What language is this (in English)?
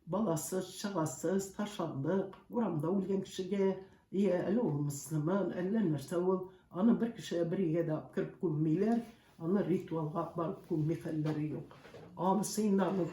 Tatar